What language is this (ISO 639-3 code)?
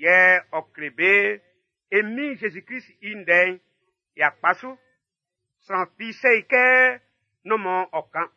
bci